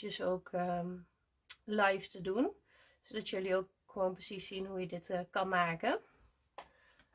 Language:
Dutch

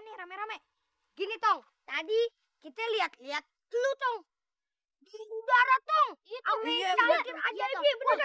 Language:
Betawi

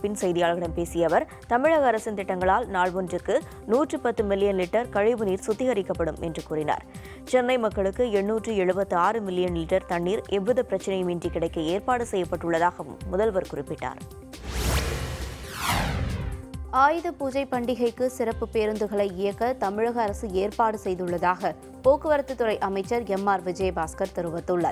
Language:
Tamil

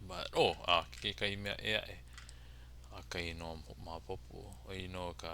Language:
Hawaiian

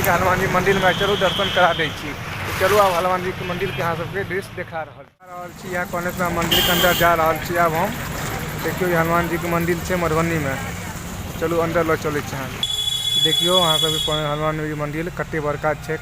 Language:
Maithili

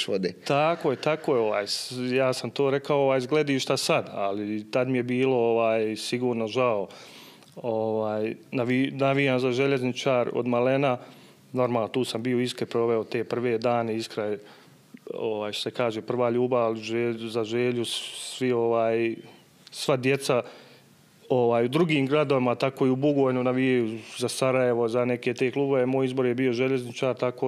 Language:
Bosnian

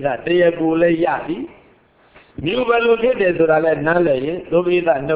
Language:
Burmese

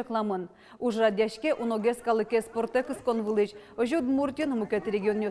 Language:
Udmurt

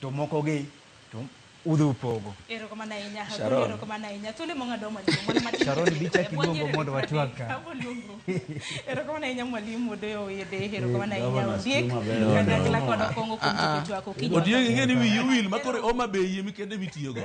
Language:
Luo (Kenya and Tanzania)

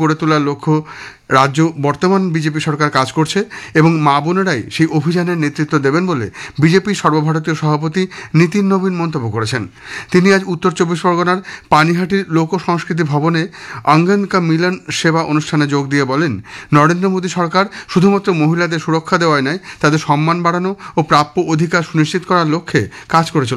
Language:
Bangla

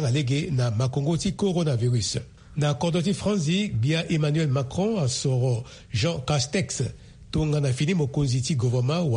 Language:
Sango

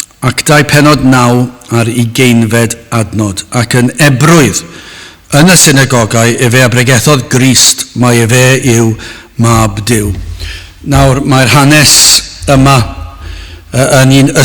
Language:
Welsh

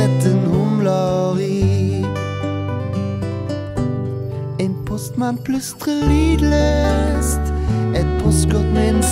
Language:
Norwegian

